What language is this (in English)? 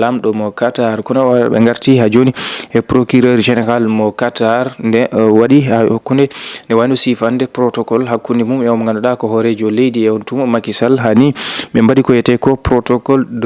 Fula